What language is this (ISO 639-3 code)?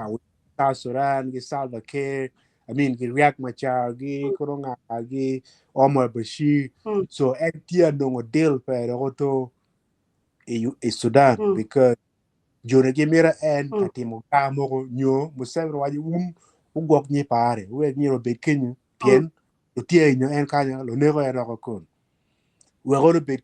ach